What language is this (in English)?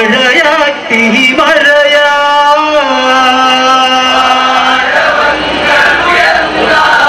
Malayalam